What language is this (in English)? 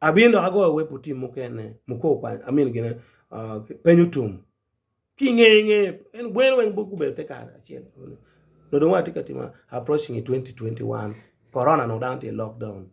Acoli